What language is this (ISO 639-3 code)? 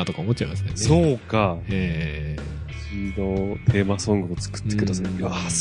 jpn